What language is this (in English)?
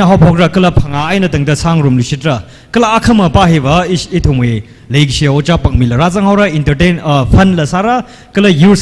Tangkhul Naga (India)